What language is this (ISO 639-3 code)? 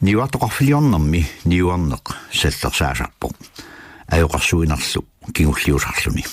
kal